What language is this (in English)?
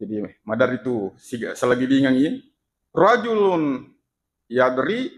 Buginese